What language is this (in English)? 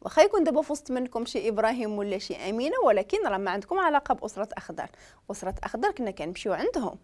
Moroccan Arabic